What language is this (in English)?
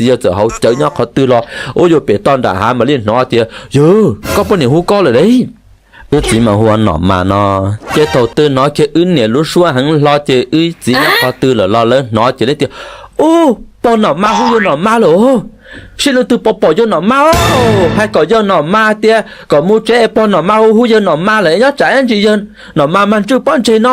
Hmong